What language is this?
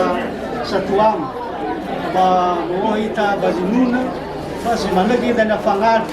Nias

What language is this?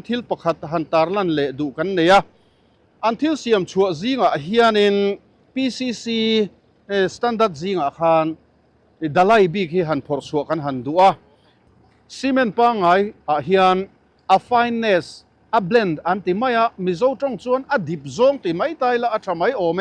Mizo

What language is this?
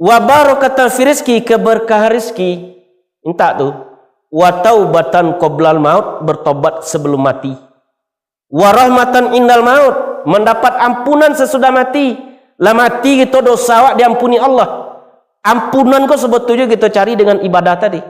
Minangkabau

